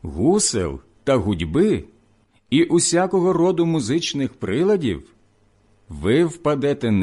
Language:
Ukrainian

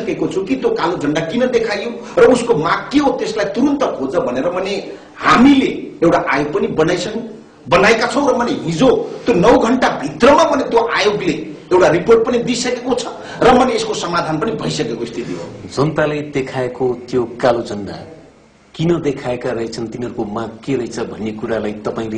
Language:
Nepali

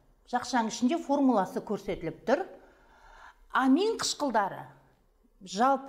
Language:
Kazakh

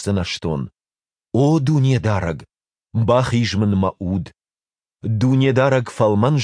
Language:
Ossetic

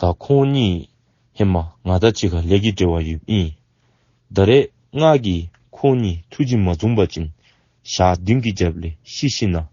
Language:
Dzongkha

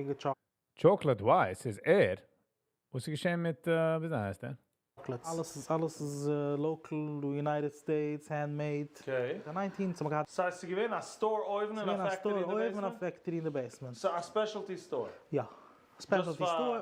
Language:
Yiddish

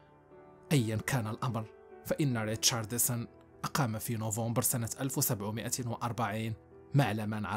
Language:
Arabic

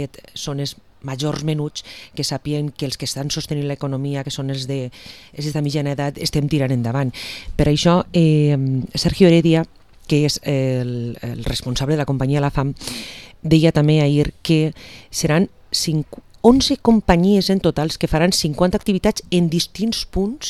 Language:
Catalan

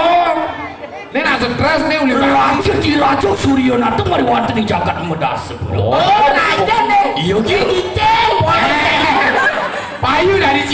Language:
Balinese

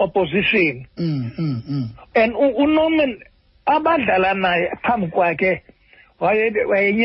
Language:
Xhosa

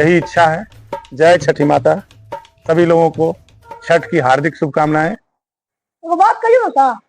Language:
Magahi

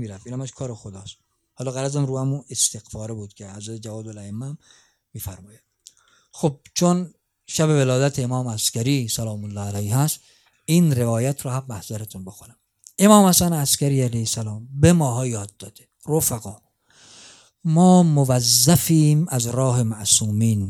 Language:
Persian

